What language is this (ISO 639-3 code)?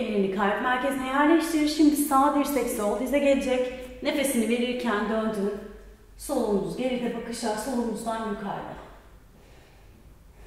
tur